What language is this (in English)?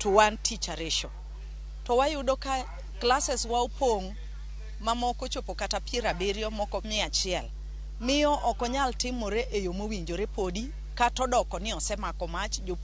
Luo (Kenya and Tanzania)